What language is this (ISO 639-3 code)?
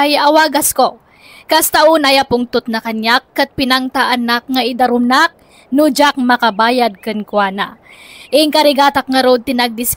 ilo